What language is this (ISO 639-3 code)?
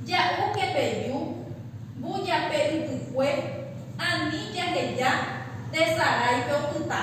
grn